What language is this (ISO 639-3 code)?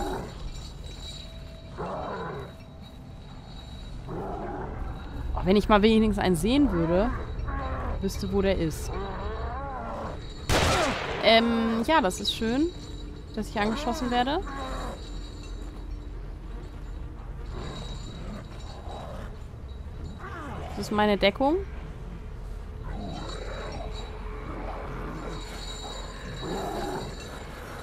deu